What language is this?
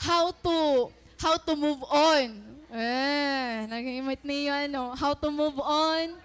Waray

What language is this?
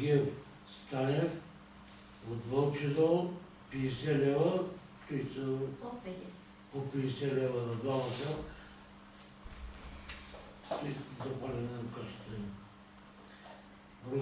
Bulgarian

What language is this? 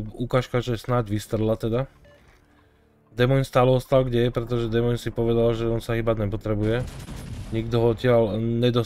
Slovak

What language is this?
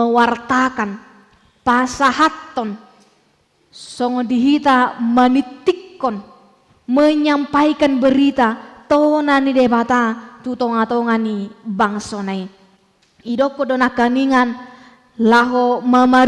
Batak Toba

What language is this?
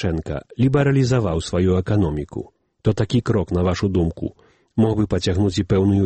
Belarusian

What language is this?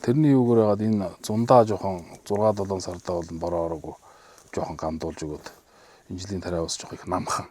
Mongolian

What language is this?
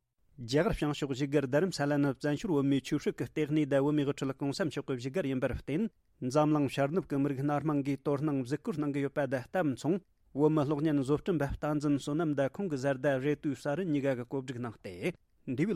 Tibetan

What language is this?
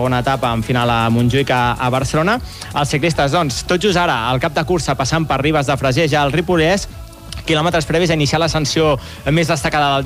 Catalan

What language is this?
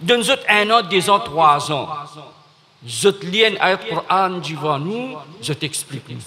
Morisyen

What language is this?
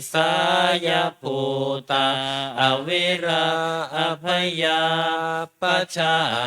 Pali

